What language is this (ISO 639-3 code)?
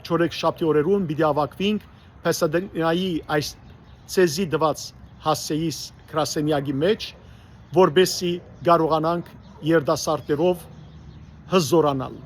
hyw